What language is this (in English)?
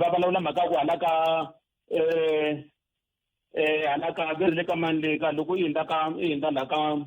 Tsonga